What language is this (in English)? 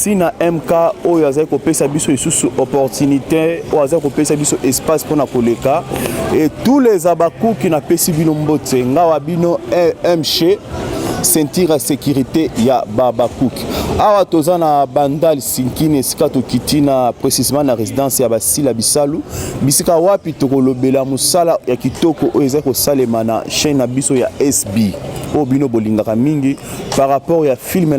Lingala